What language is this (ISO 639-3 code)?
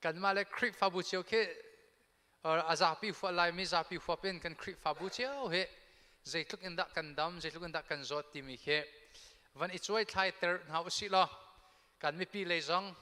cnh